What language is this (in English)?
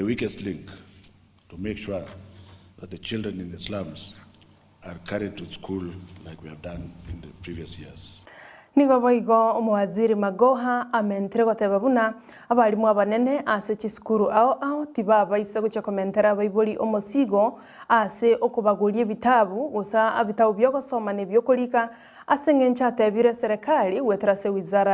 Gusii